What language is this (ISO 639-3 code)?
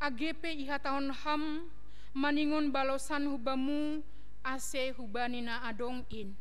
bts